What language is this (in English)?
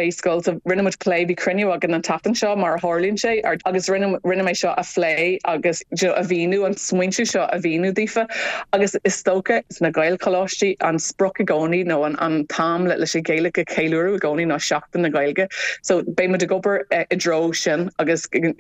Irish